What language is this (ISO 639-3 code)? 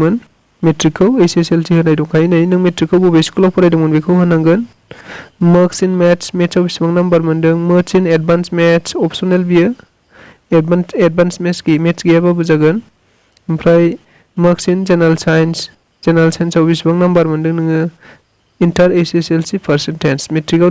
brx